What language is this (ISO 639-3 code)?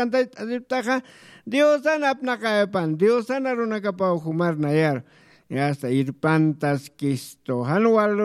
aym